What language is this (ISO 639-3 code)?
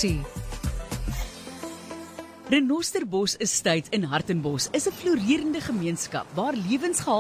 afr